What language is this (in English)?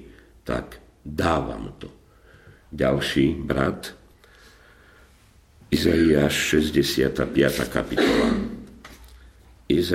Slovak